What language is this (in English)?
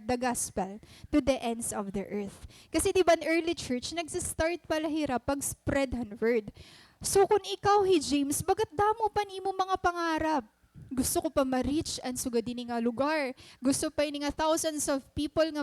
Waray